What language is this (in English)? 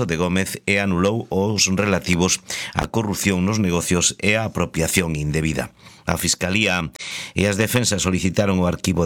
Galician